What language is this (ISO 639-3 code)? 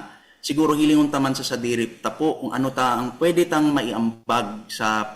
bik